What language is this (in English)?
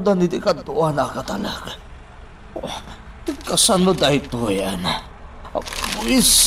Iloko